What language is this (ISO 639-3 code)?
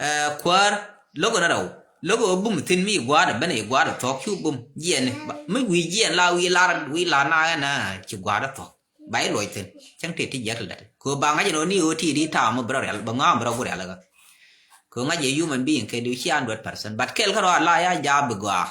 nus